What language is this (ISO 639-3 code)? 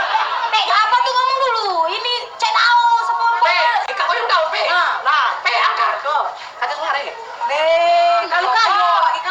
mui